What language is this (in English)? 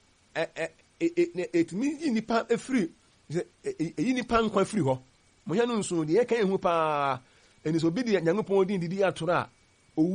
Akan